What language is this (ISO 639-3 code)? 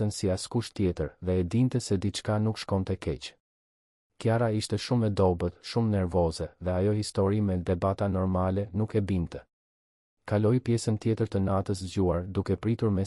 sqi